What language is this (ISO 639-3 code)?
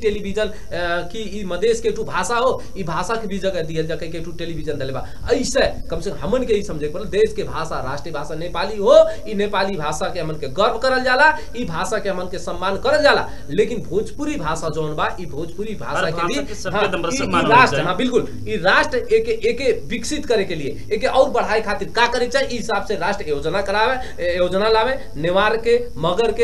bho